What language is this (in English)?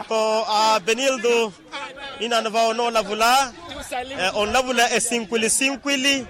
Makhuwa